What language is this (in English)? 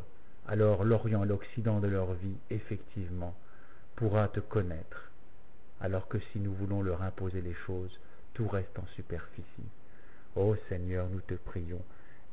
French